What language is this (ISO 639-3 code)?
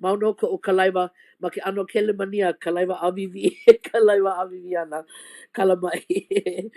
haw